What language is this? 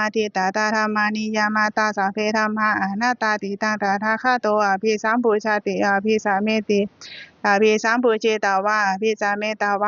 Pali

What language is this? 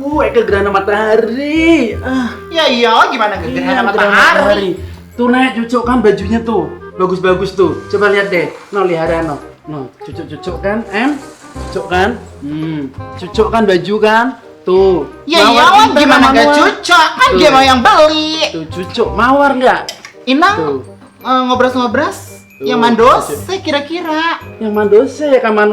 Betawi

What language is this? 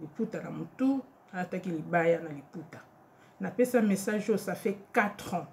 Lingala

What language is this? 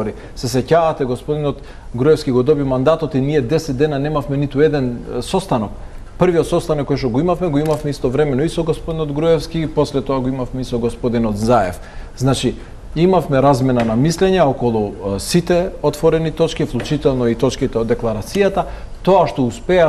Macedonian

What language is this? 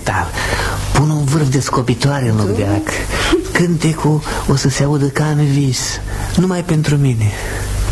Romanian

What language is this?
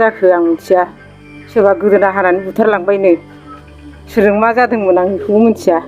Bodo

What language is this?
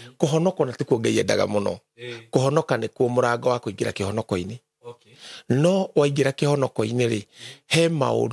Kikuyu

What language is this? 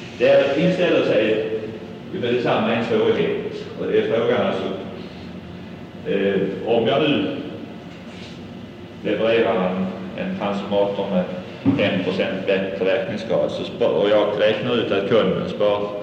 Swedish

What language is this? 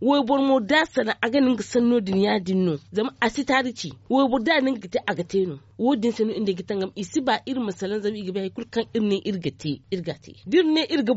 Zarma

